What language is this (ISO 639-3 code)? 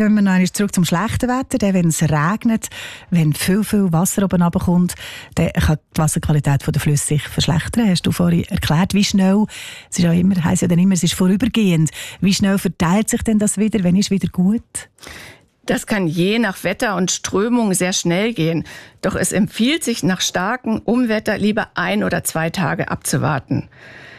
deu